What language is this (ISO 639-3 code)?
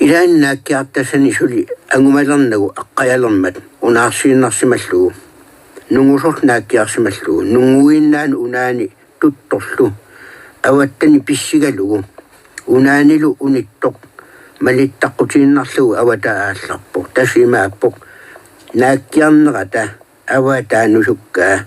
kal